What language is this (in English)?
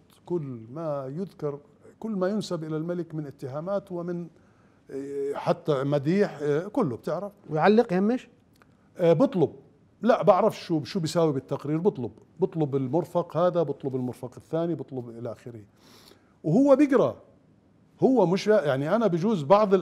Mesopotamian Arabic